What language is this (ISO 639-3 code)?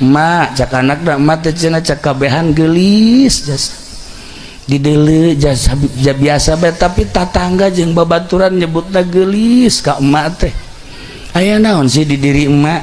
sun